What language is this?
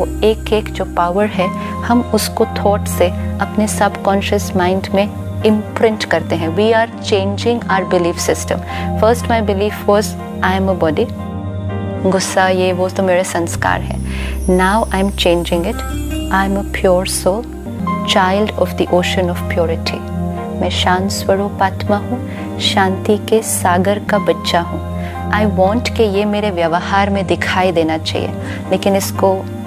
Hindi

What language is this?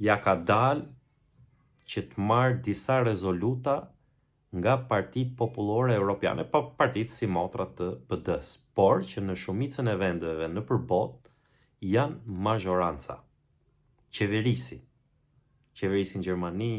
Albanian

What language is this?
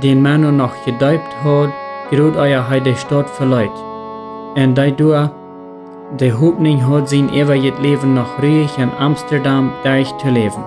Plautdietsch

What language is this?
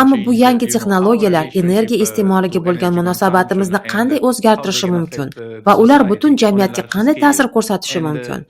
Uzbek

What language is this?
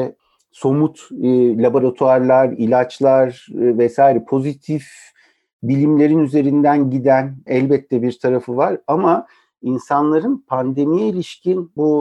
Turkish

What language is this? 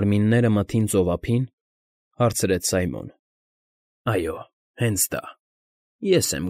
Armenian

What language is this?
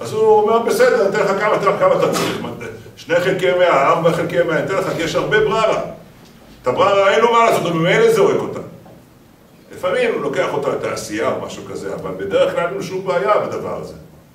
Hebrew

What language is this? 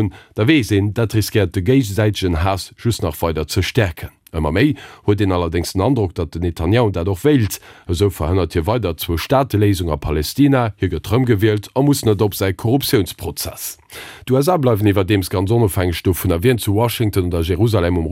Luxembourgish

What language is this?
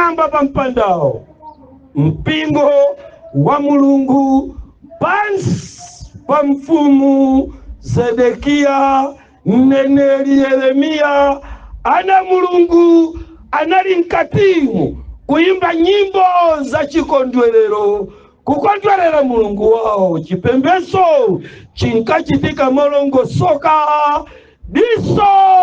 Nyanja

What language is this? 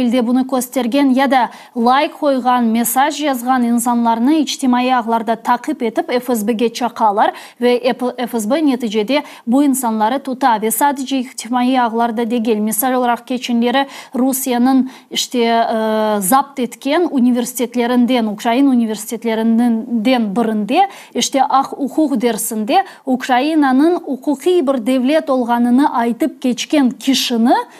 Crimean Tatar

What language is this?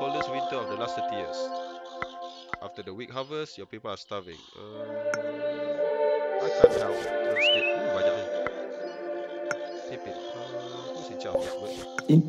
Malay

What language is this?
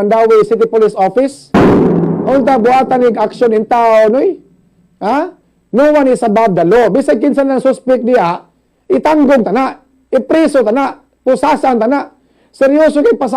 Cebuano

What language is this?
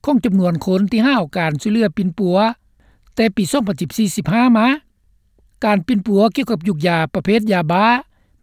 Lao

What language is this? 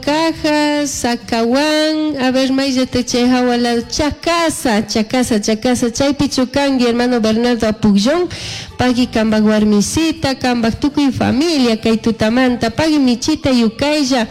Chimborazo Highland Quichua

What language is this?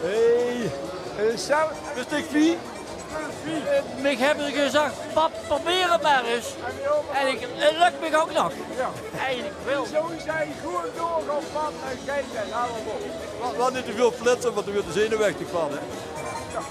Limburgish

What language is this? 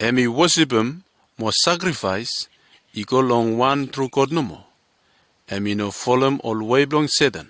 Bislama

